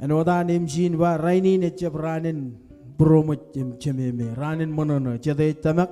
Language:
Marshallese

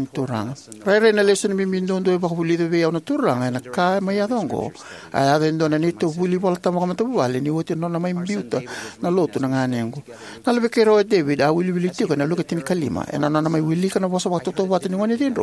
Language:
Fijian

